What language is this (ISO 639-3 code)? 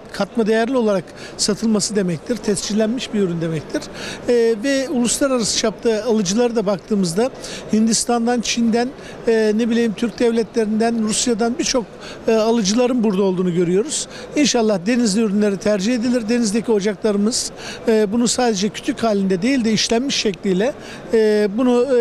tur